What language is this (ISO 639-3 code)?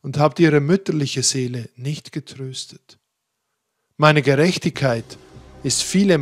deu